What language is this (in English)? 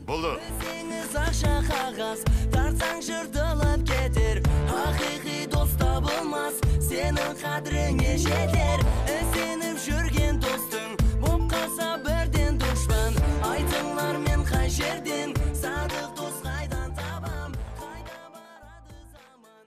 Kara-Kalpak